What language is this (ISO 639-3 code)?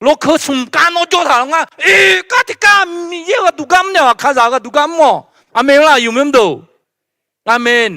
ahk